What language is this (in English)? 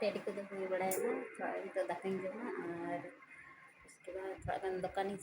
Santali